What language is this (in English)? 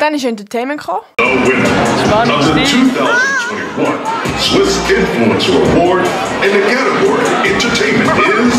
Swiss German